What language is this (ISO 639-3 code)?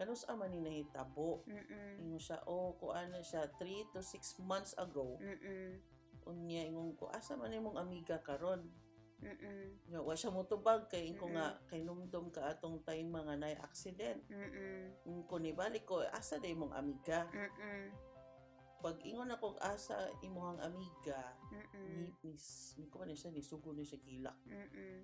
ceb